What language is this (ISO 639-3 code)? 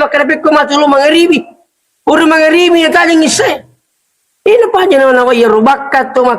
bug